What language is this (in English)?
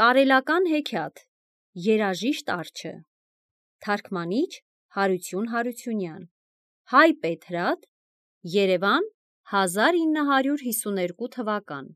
Armenian